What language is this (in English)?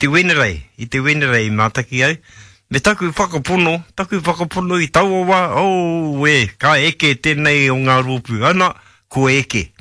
Māori